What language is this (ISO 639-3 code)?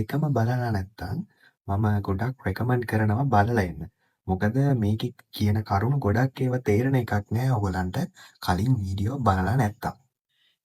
sin